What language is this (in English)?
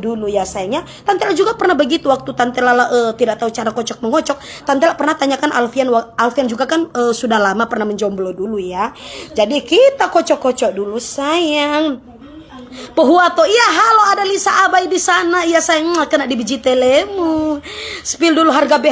Manado Malay